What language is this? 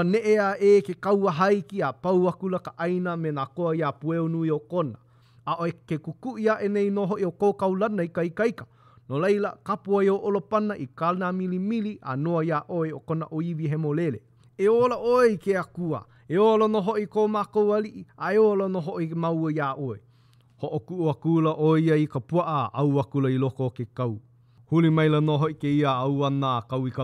Hawaiian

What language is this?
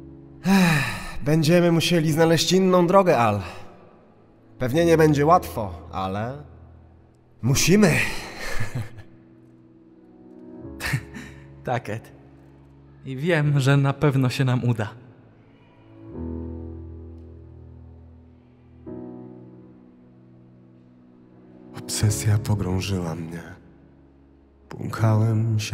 Polish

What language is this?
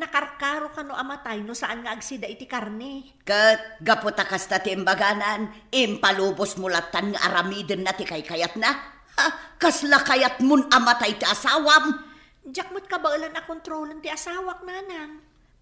Iloko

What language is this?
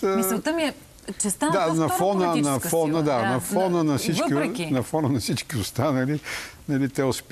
Bulgarian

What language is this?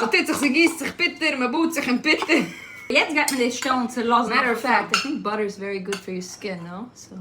Yiddish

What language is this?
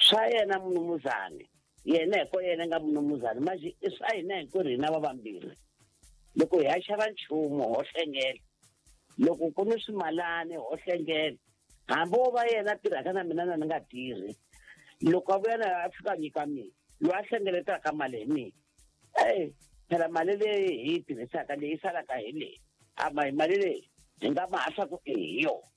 Tsonga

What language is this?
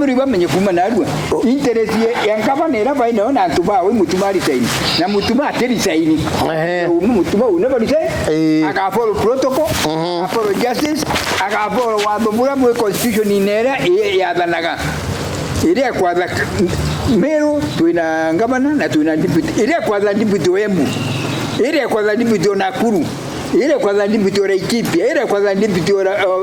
Meru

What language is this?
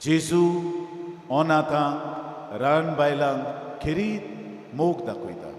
Konkani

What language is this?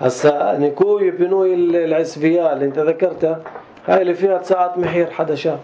North Levantine Arabic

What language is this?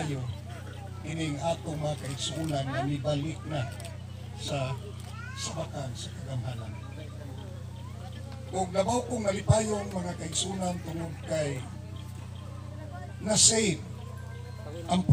Cebuano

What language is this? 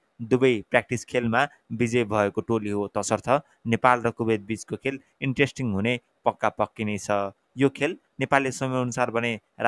Nepali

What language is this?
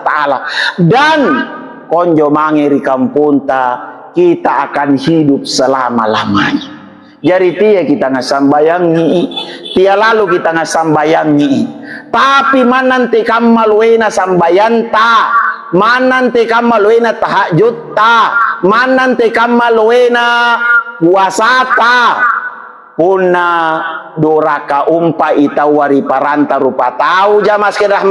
Makasar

